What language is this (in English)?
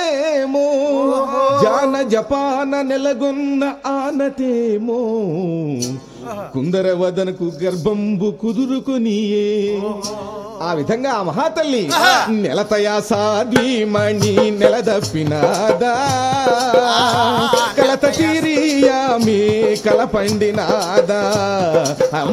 Telugu